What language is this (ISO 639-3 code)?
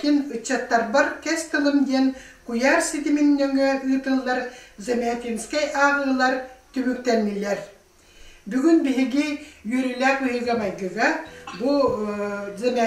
sah